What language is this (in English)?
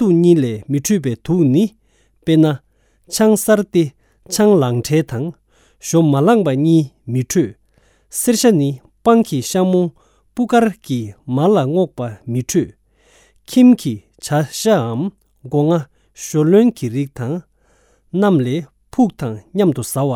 Tibetan